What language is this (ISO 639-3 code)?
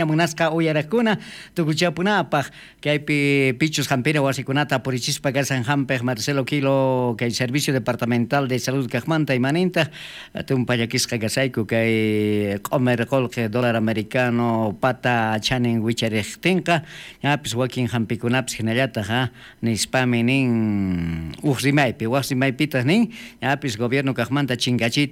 quh